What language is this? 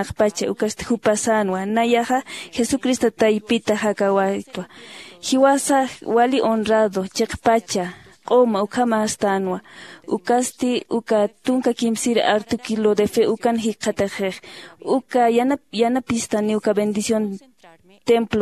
Aymara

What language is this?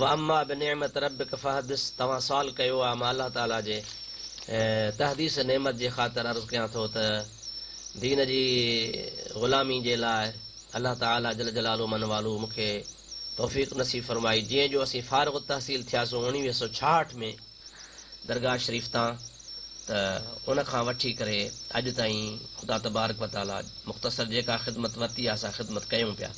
Sindhi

